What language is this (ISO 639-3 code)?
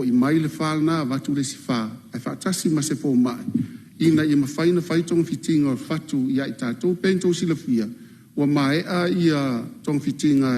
smo